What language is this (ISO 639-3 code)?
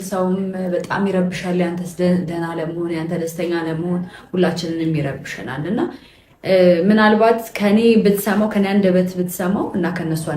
amh